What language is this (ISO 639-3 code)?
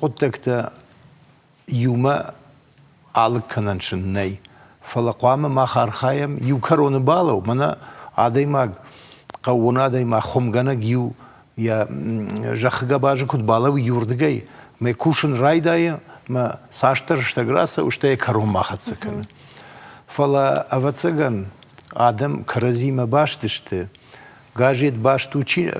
oss